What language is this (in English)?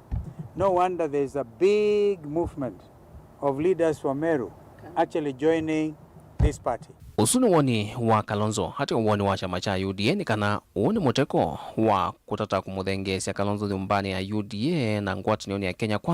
Kamba